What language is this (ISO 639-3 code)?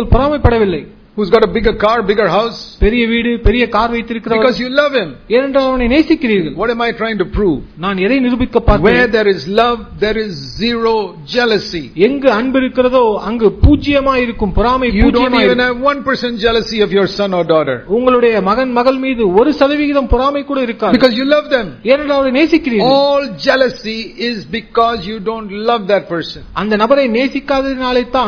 tam